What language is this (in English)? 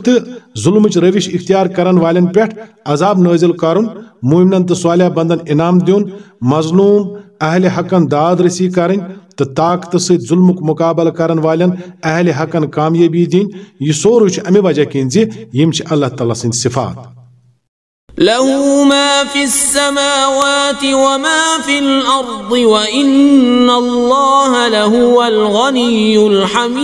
Kashmiri